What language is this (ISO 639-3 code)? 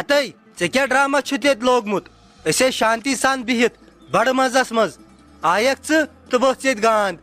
kas